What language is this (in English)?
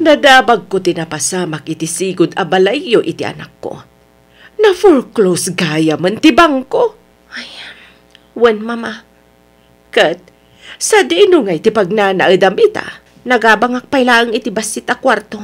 Iloko